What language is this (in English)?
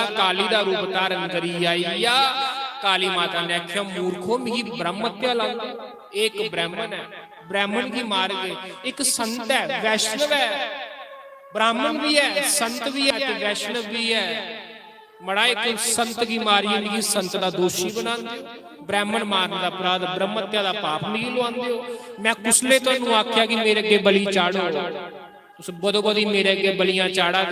Dogri